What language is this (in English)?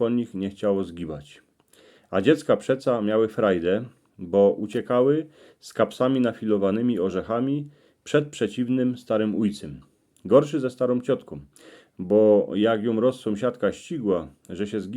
Silesian